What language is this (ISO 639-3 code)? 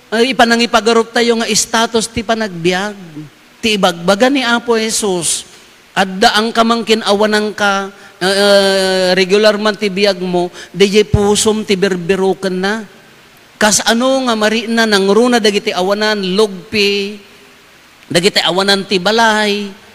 ilo